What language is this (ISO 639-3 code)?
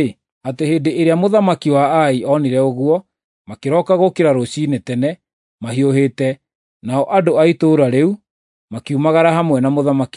kik